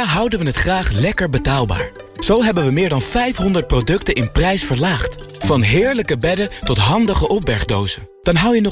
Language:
Dutch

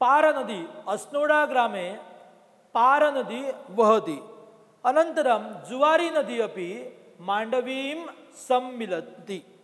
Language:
Sanskrit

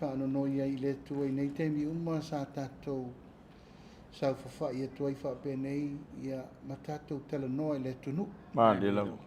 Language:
Samoan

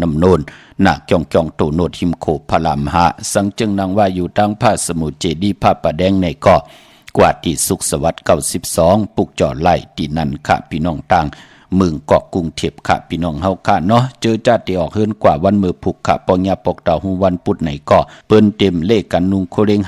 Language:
Shan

